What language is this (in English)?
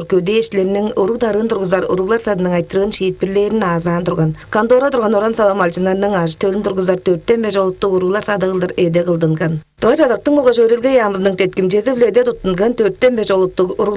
Tuvinian